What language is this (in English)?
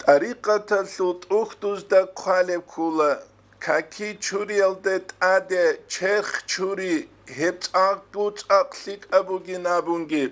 Avaric